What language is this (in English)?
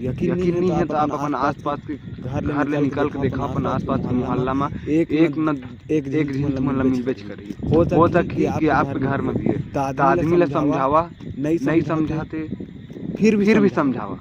Chhattisgarhi